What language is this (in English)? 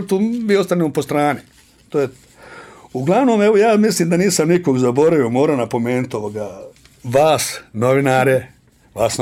Bosnian